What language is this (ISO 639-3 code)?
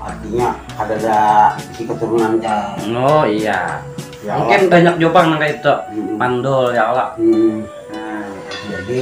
bjn